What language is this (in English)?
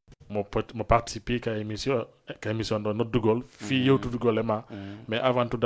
Fula